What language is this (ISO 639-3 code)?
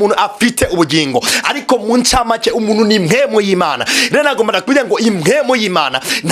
run